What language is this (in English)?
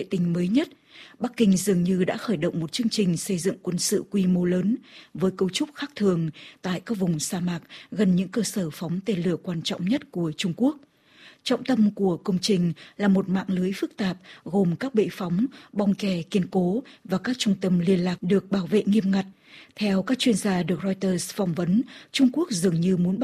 Vietnamese